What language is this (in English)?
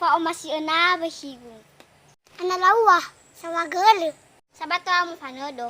Nias